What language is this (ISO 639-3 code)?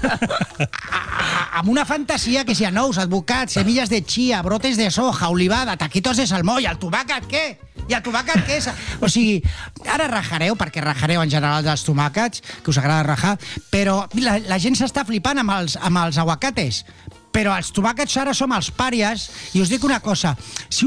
cat